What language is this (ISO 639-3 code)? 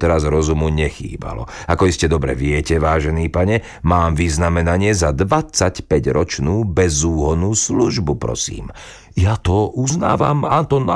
slk